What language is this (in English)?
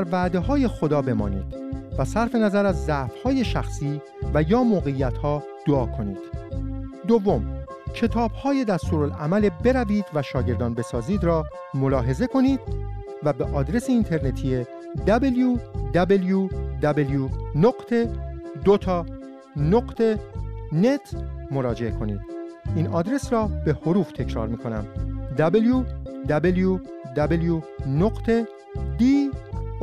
Persian